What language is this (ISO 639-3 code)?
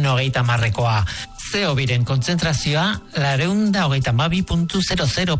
eus